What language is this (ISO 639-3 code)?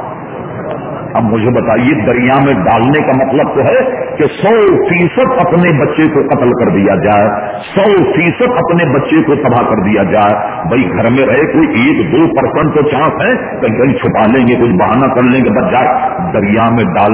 urd